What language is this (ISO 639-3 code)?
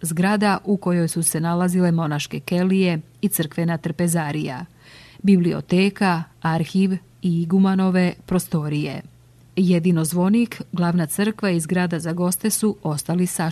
srp